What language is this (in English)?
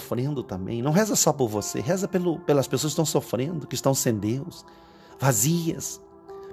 Portuguese